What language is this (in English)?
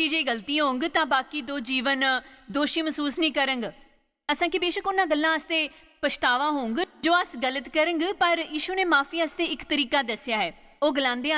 Dogri